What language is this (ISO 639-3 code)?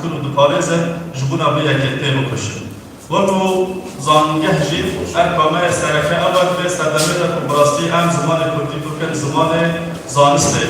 kur